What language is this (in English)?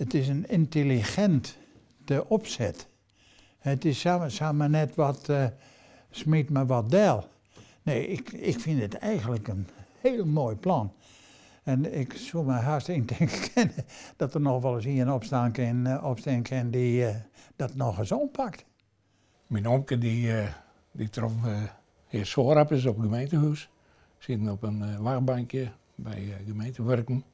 Western Frisian